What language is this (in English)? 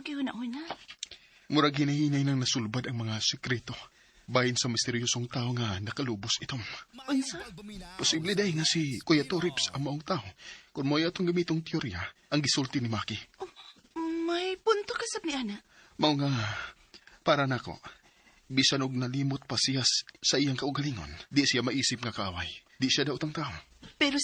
Cebuano